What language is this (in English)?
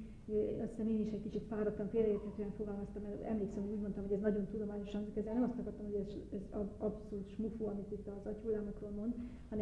Hungarian